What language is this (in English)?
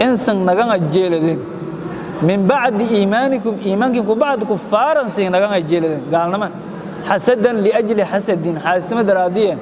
Somali